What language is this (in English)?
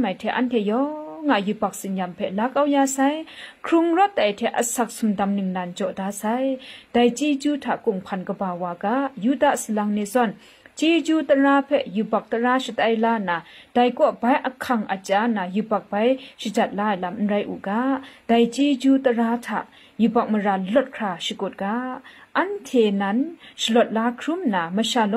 Kachin